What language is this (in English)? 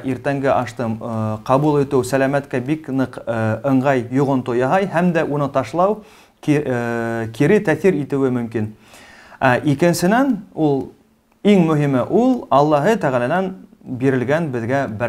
Bashkir